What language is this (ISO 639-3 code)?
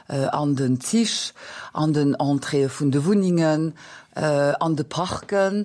ltz